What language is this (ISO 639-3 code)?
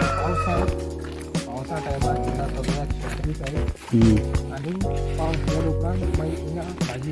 kok